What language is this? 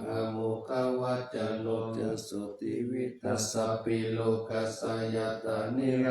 Pali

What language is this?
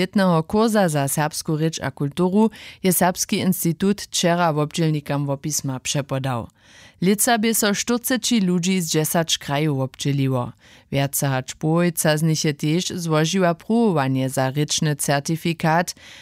Upper Sorbian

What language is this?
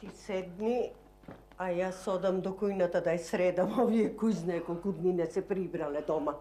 Macedonian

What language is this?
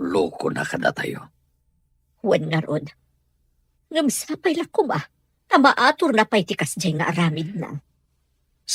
Iloko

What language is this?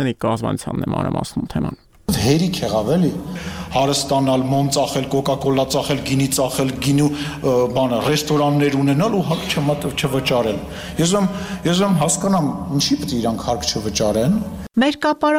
Armenian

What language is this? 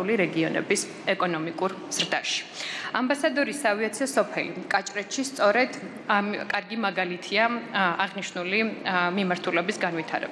Georgian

